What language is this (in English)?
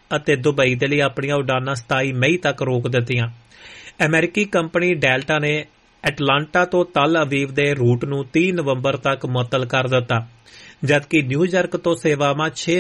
Punjabi